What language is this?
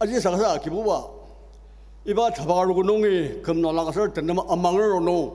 Ao Naga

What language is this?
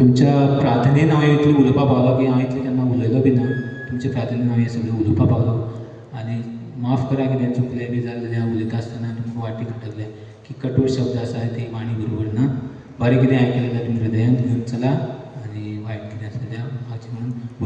Konkani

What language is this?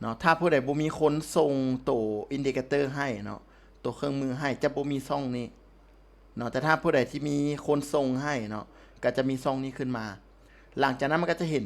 Lao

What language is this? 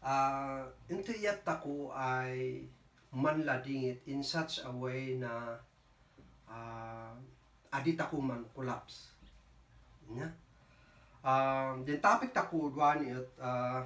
Kankanaey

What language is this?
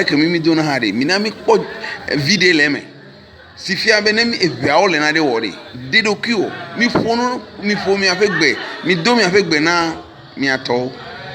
Ewe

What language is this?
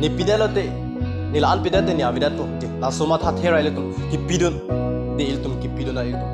Karbi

